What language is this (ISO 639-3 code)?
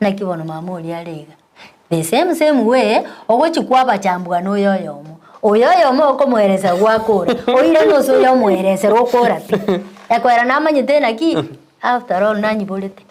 guz